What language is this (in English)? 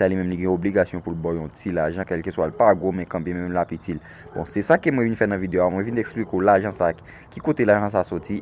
Haitian Creole